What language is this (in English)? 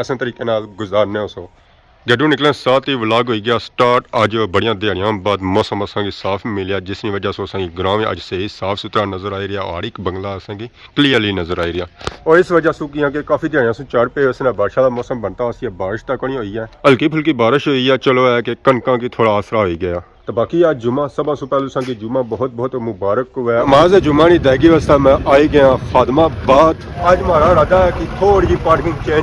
Pahari-Potwari